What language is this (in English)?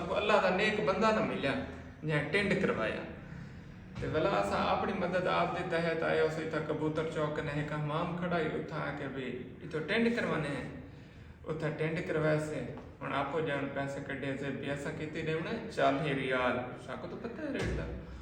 Saraiki